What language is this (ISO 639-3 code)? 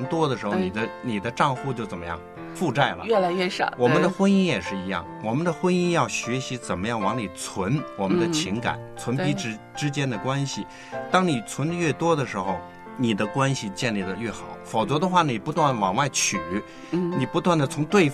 zho